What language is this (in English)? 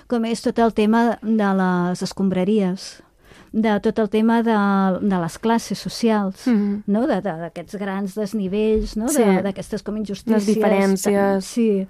Catalan